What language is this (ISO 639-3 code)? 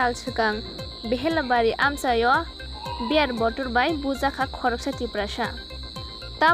trp